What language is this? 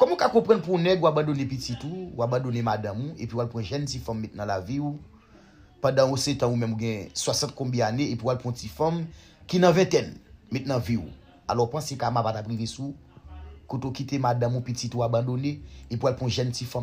Haitian Creole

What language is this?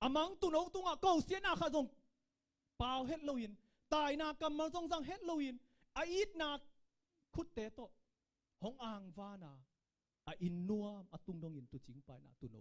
Tedim Chin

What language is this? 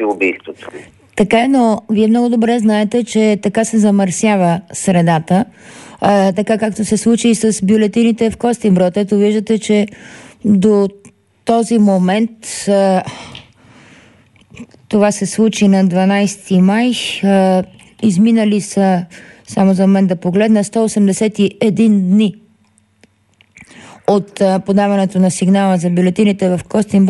Bulgarian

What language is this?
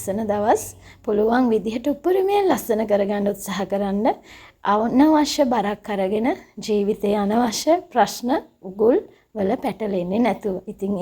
Sinhala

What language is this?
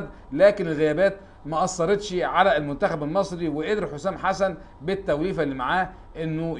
Egyptian Arabic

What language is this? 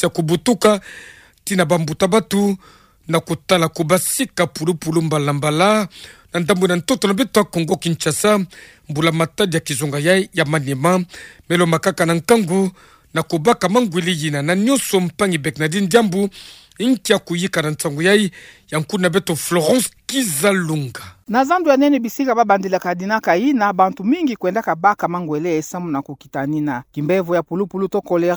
Kituba (Democratic Republic of Congo)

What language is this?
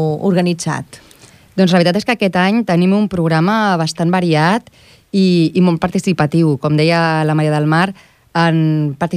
Catalan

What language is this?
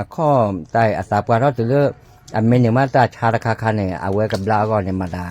S'gaw Karen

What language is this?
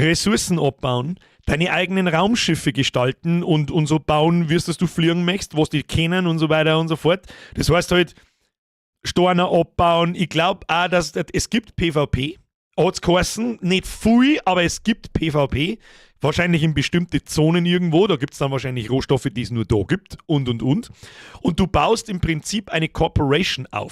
Bavarian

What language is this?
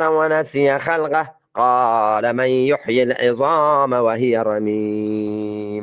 Eastern Balochi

